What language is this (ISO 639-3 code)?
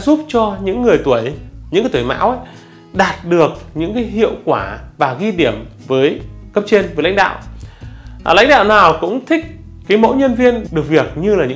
vie